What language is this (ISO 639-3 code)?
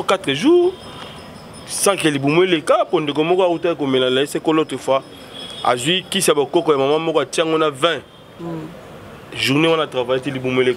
lin